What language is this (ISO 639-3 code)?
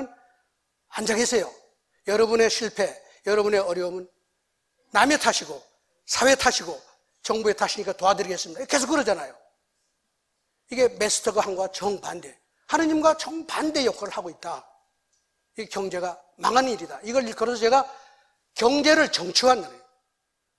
kor